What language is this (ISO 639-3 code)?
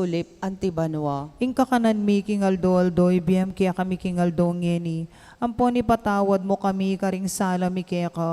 pam